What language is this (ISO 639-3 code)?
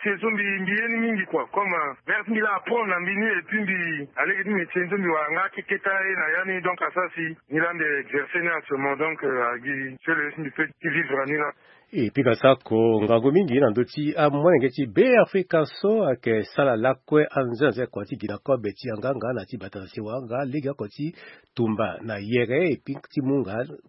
sag